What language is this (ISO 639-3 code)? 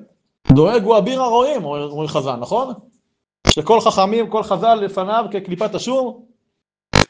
heb